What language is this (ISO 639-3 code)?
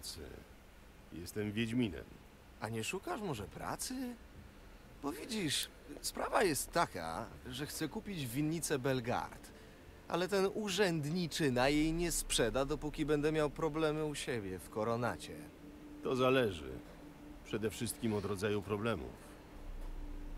pol